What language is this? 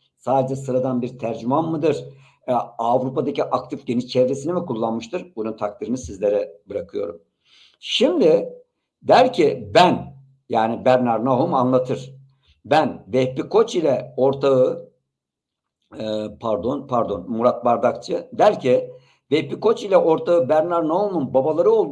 Turkish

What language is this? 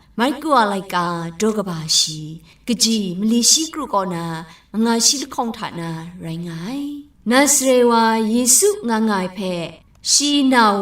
Kachin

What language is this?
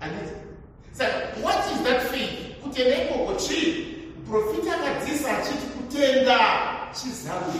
Shona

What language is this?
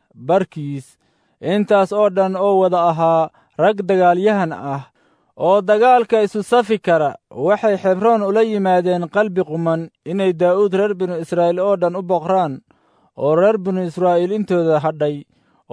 Somali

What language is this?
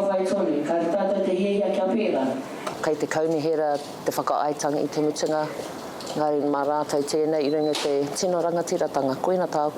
Māori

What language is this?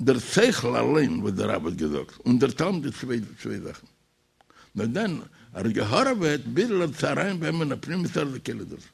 Yiddish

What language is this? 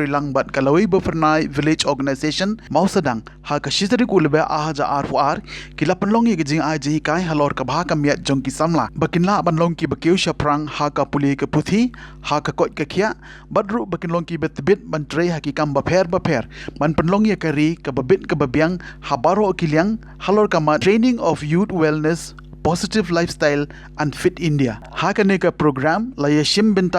Khasi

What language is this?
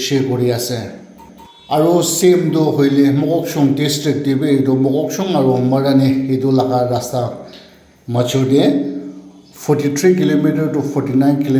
Naga Pidgin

